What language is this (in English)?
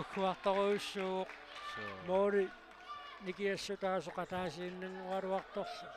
Kalaallisut